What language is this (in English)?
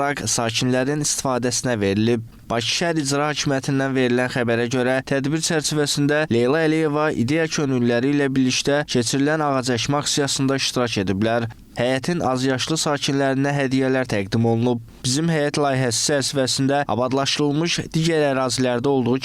Azerbaijani